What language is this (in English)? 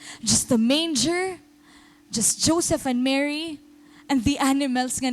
Waray